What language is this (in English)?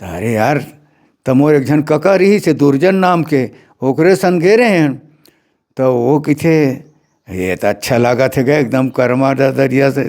Chhattisgarhi